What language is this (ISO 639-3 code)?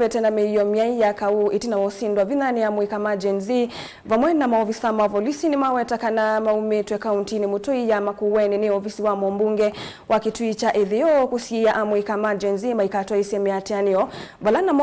kam